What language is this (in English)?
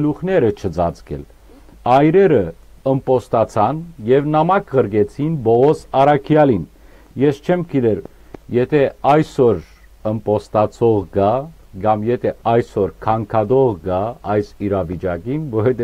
Western Armenian